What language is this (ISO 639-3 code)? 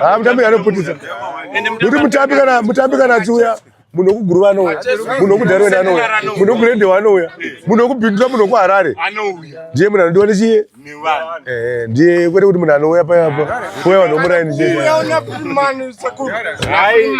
sna